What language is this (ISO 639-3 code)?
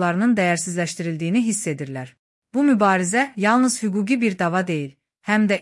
aze